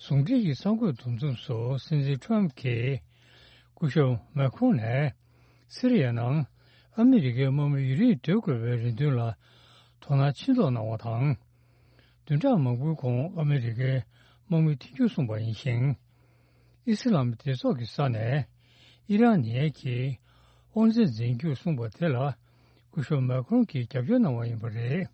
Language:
Tibetan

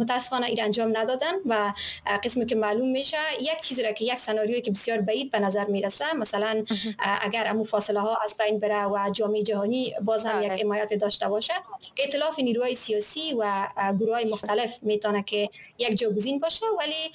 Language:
Persian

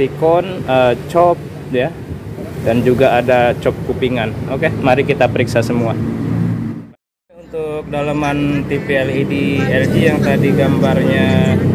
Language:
Indonesian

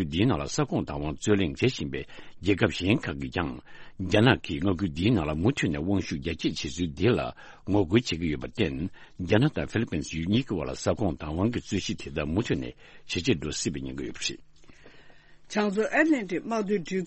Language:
Tibetan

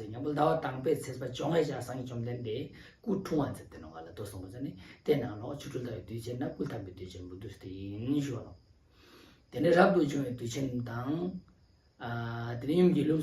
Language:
Ladakhi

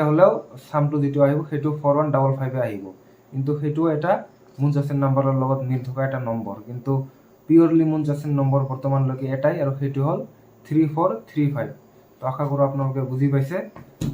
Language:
Assamese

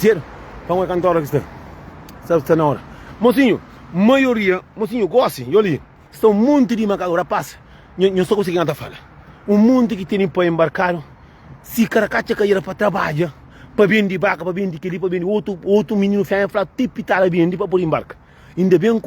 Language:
Kabuverdianu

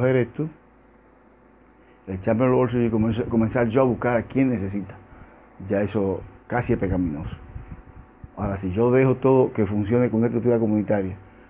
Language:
Spanish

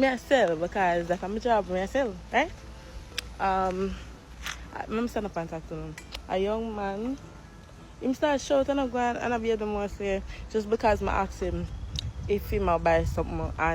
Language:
Jamaican Creole English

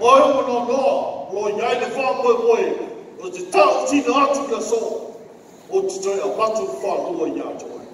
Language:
Samoan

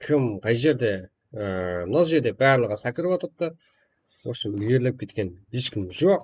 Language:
Kara-Kalpak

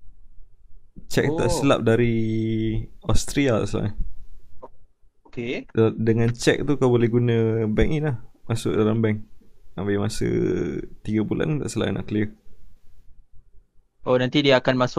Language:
Malay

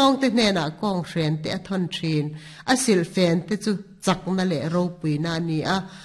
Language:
Mizo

